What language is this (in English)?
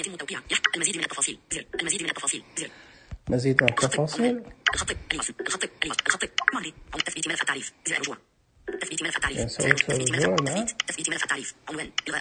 Najdi Arabic